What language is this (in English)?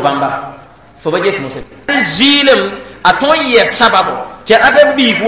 Mossi